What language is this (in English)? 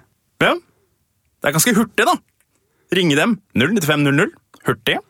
Norwegian